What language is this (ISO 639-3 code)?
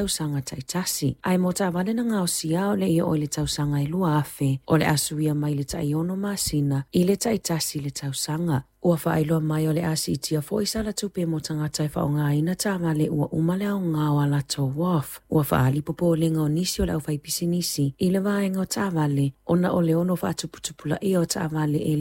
smo